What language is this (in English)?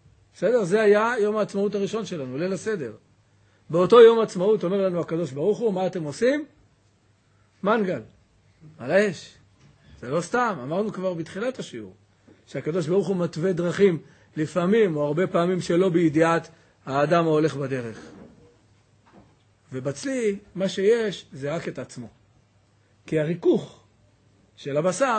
Hebrew